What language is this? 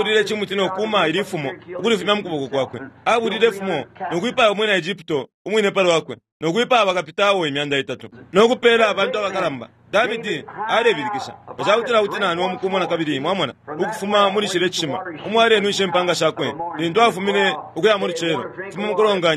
Bemba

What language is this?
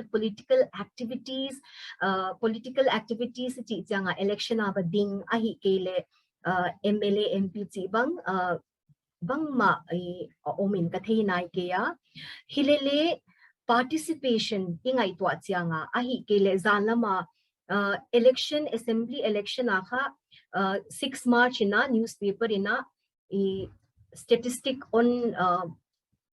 Paite Chin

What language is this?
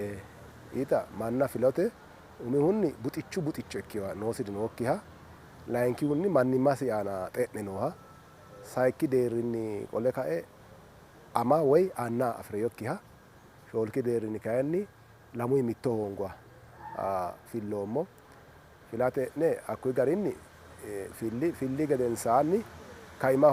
Sidamo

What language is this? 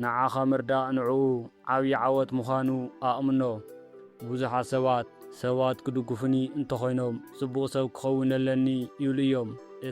Tigrinya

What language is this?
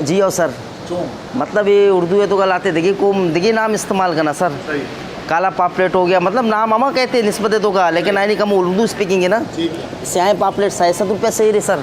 Eastern Balochi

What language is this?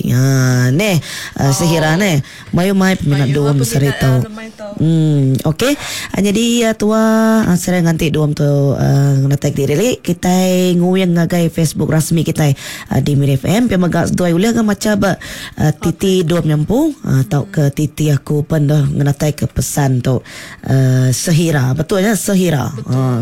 Iban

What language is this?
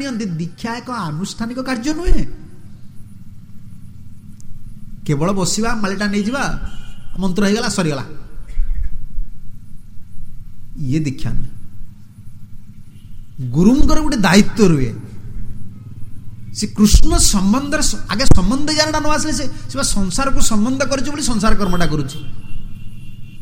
Odia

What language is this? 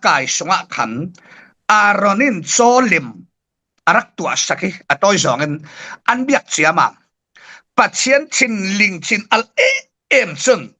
Falam Chin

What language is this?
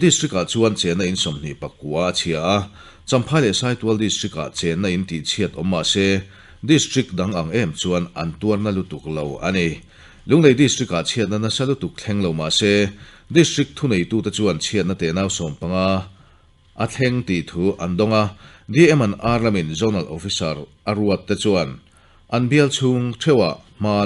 Mizo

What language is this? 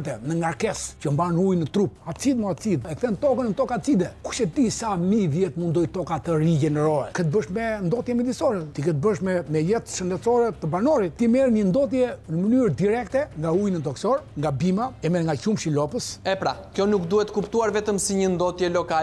Albanian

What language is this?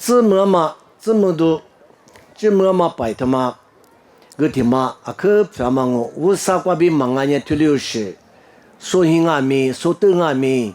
Lisu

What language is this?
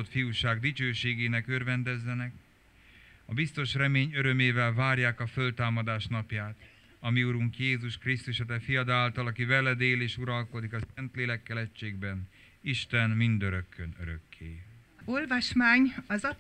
Hungarian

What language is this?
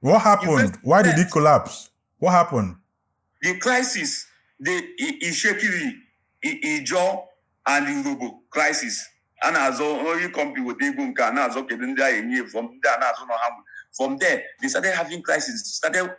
Igbo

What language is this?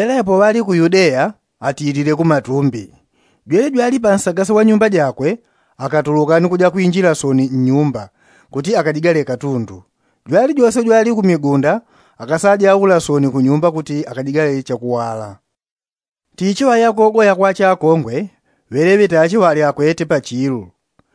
Yao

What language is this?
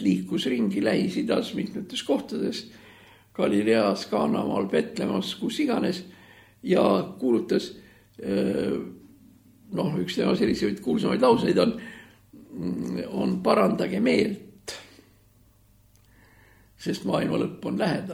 Estonian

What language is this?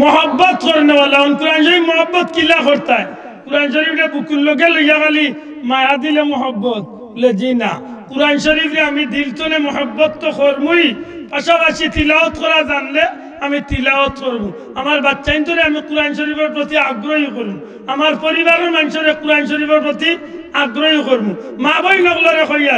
Sylheti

